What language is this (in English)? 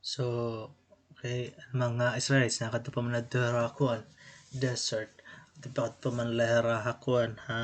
Waray